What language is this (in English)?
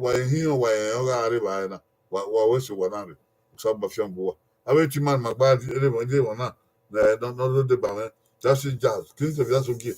Bini